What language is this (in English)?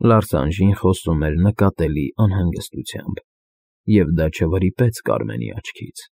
Armenian